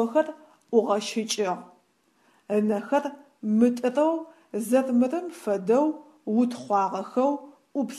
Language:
Adyghe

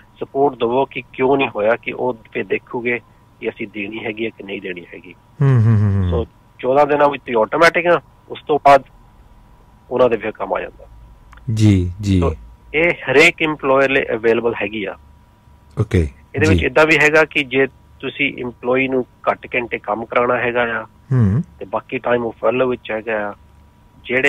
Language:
Punjabi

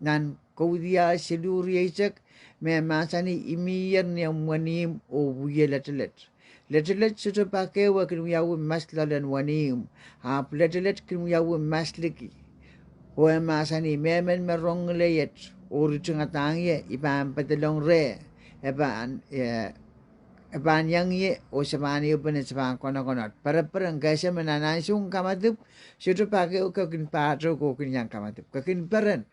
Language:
Pohnpeian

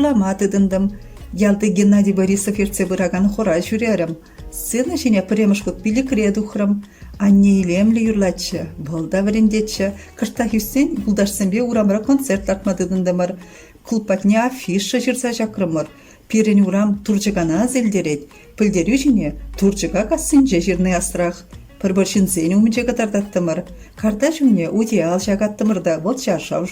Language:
Chuvash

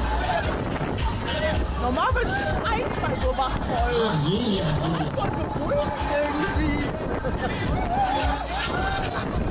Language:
German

